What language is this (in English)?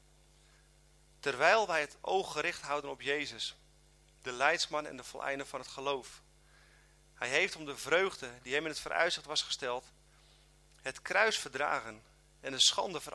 Dutch